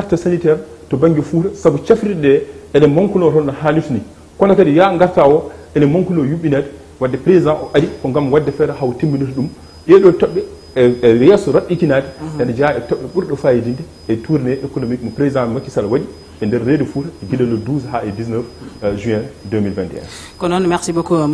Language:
Fula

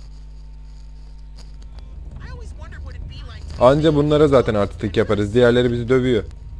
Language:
Turkish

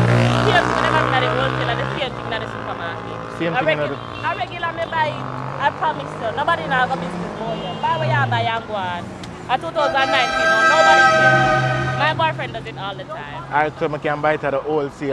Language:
Jamaican Creole English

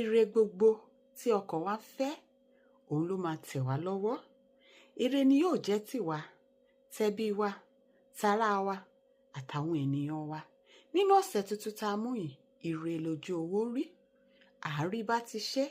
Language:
Yoruba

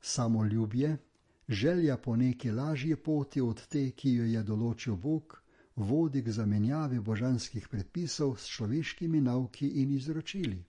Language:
Slovenian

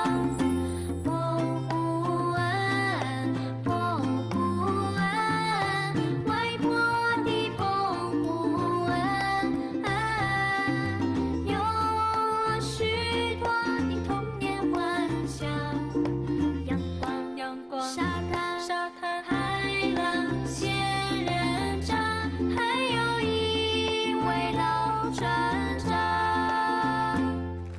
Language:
Chinese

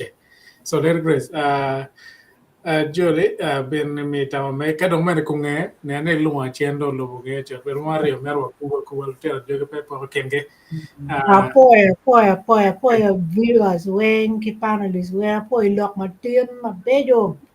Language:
Acoli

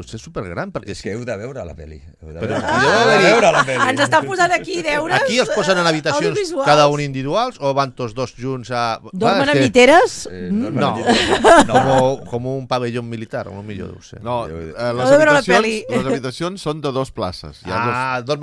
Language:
Catalan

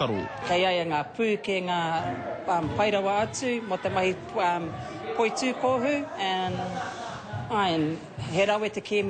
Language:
Māori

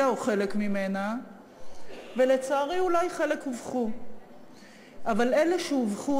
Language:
Hebrew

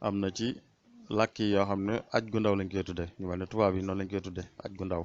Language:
Wolof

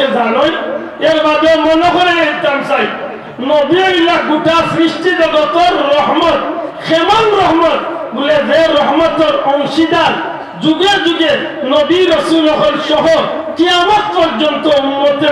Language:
Sylheti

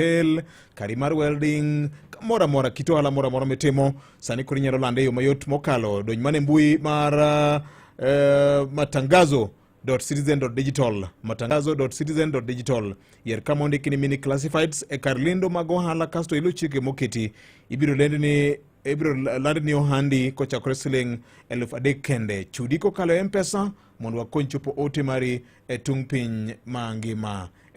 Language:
Luo (Kenya and Tanzania)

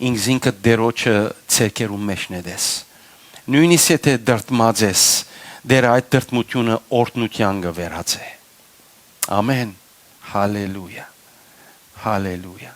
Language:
Western Armenian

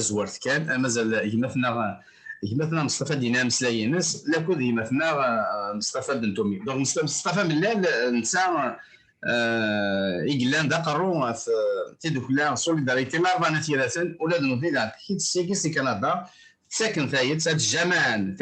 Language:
Kabyle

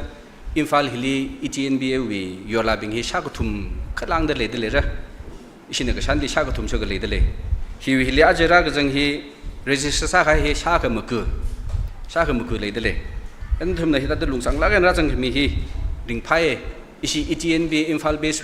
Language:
Tangkhul Naga (India)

